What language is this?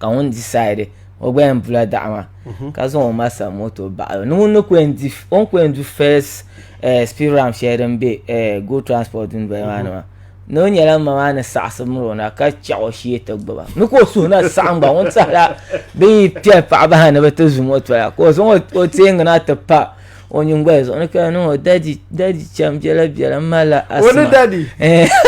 Dagbani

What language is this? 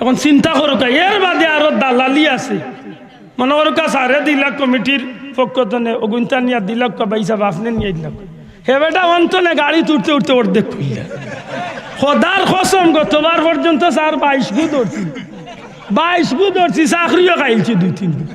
Sylheti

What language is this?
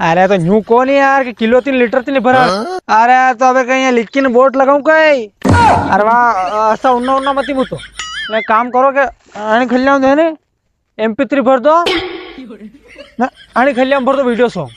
Rajasthani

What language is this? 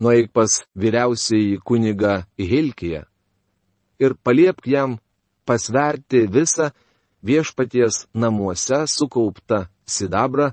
Lithuanian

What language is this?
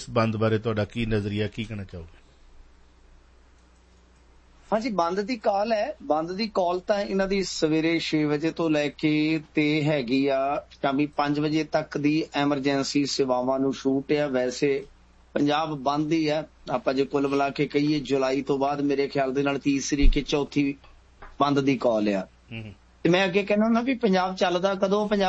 Punjabi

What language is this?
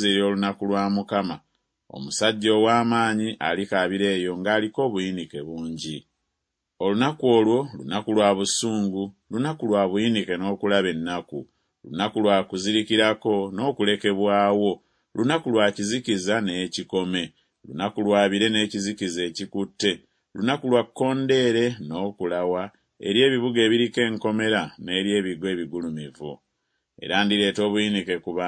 Ganda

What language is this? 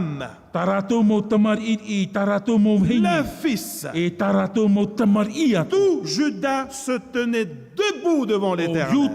Tahitian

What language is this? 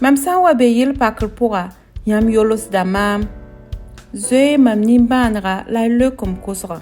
Mossi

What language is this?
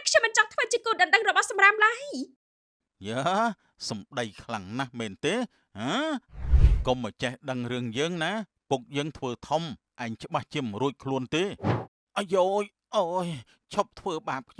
Khmer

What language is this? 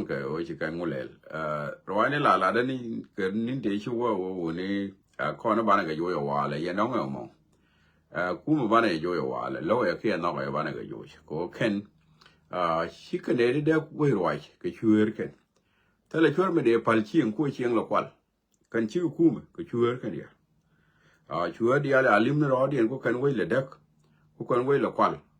Nuer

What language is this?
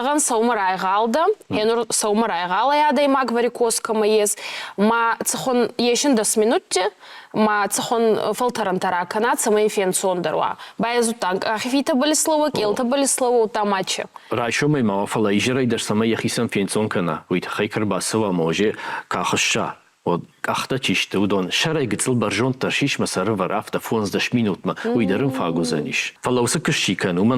Ossetic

